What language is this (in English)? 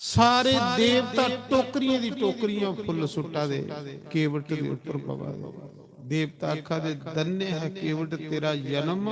Dogri